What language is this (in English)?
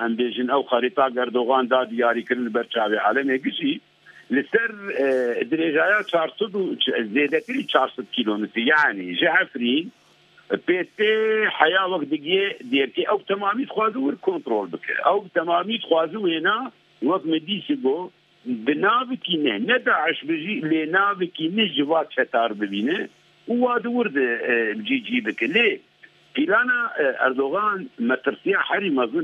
Kurdish